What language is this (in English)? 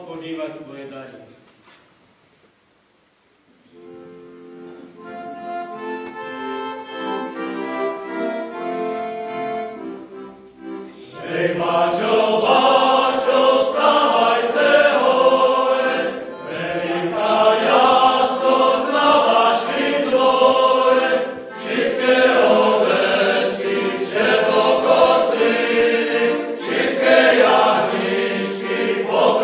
Slovak